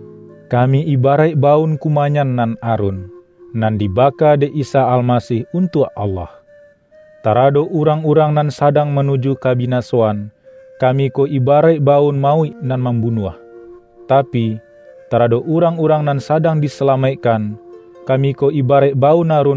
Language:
Minangkabau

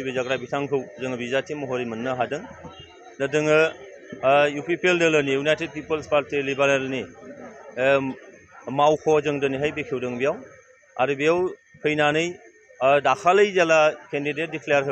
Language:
Bodo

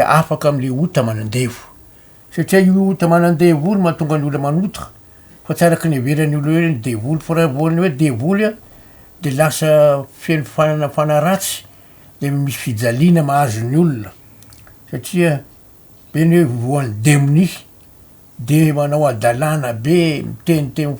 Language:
Malagasy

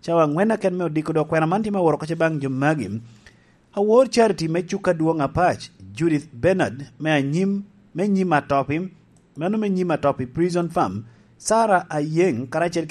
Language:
Lango (Uganda)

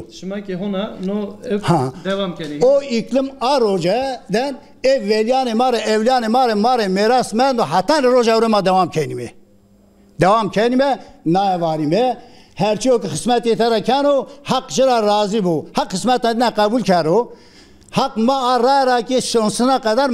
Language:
Zaza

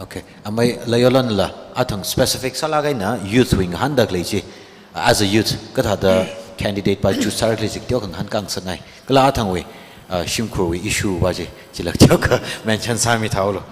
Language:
Tangkhul Naga (India)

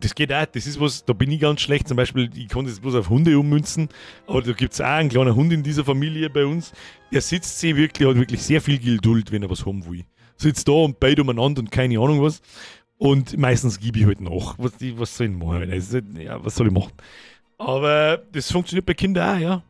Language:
Bavarian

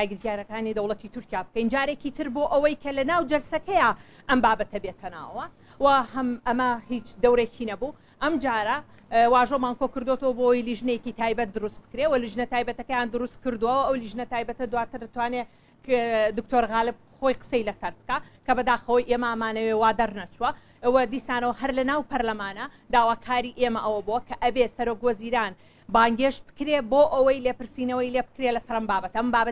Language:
Central Kurdish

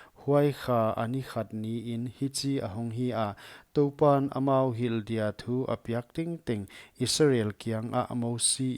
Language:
Paite Chin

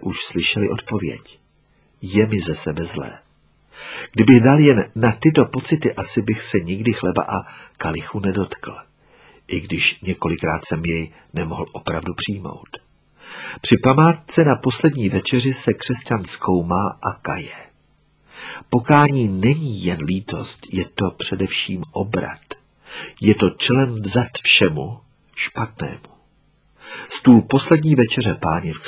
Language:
Czech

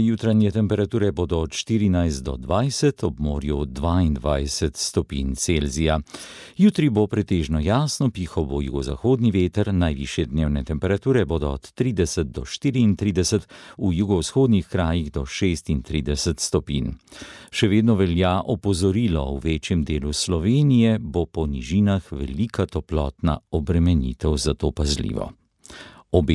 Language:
Slovenian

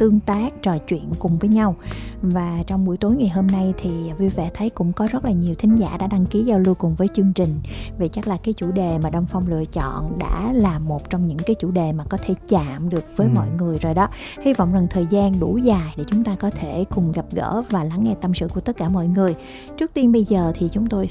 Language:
Vietnamese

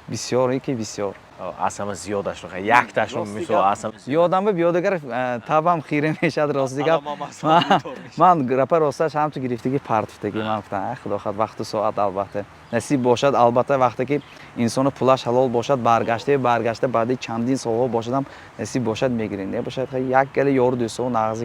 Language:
Tajik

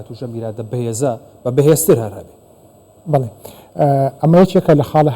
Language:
Central Kurdish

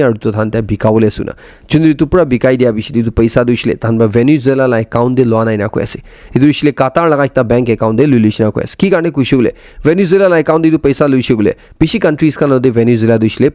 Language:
Naga Pidgin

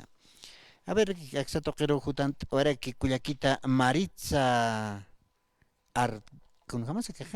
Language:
Aymara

